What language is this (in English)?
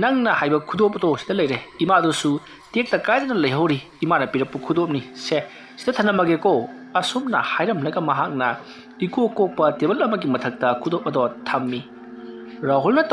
Manipuri